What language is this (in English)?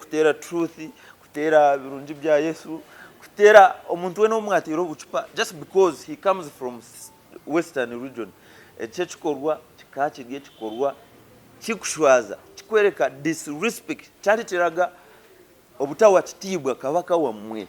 Nyankole